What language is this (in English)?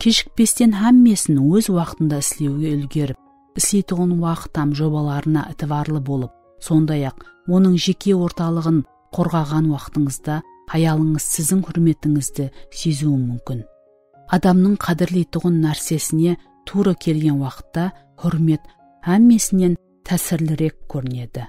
Kara-Kalpak